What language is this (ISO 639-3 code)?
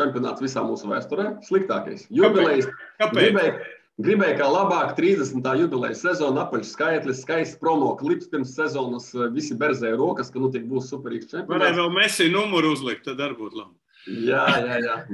lav